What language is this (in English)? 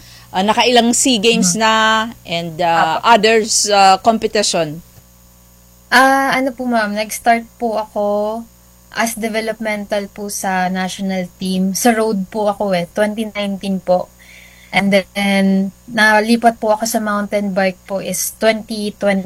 Filipino